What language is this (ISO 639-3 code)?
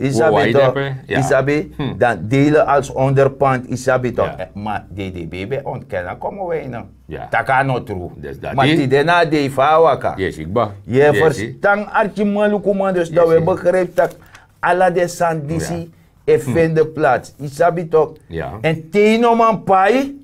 srn